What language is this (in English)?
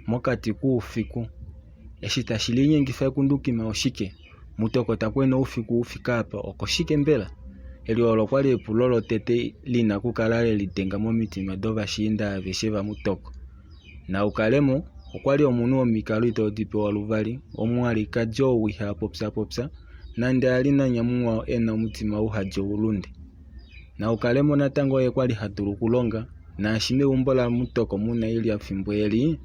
Kuanyama